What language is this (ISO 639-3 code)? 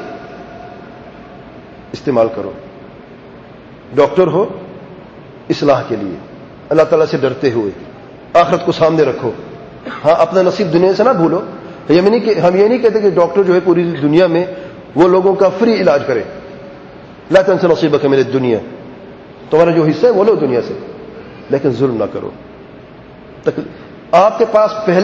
urd